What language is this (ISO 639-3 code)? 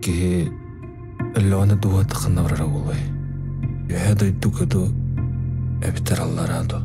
sah